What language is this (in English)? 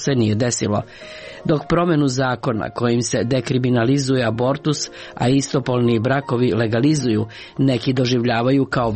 Serbian